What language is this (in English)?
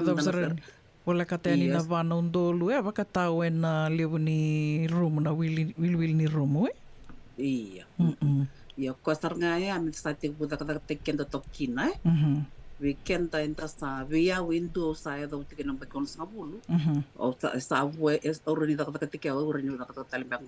Fijian